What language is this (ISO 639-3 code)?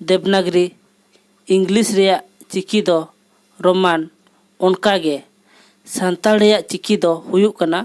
sat